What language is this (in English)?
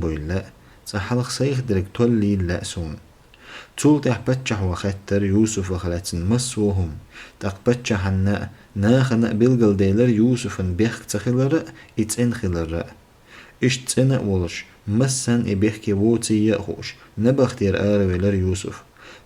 Chechen